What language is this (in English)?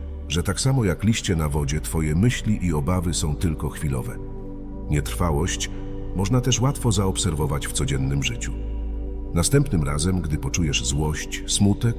Polish